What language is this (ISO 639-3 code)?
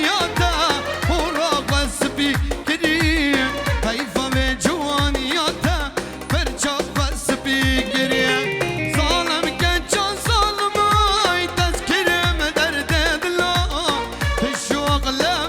kur